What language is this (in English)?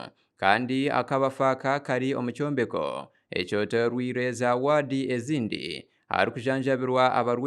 Nyankole